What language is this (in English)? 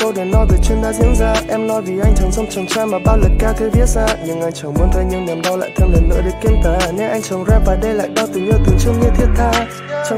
Vietnamese